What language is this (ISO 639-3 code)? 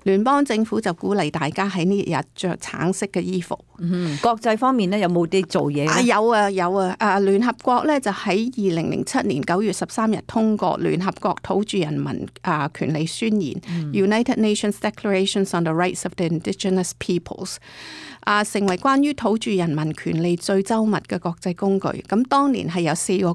yue